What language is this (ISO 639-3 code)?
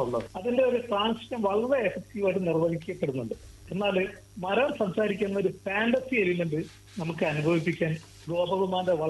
mal